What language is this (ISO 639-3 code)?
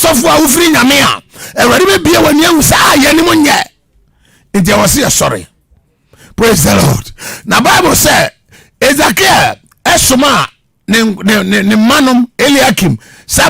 aka